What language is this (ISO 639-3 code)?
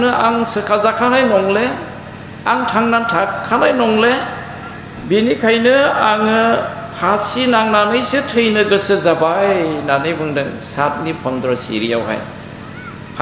brx